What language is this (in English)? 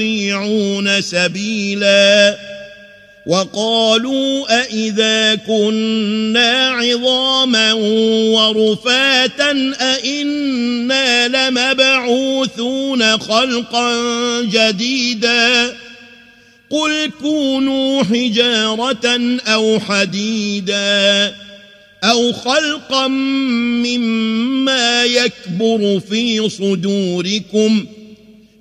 Arabic